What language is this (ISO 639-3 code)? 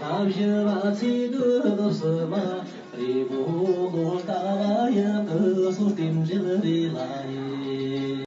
bod